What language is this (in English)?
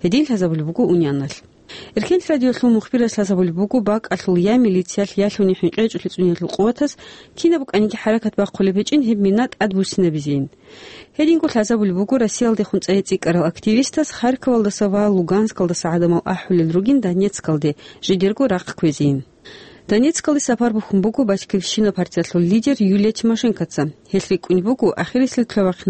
Avaric